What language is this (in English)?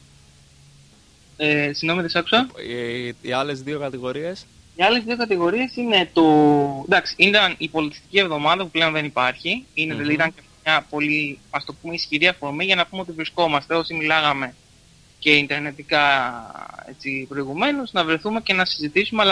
Greek